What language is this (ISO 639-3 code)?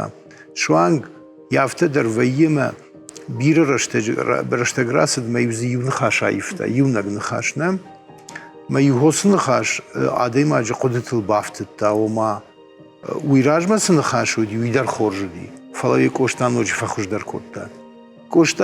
oss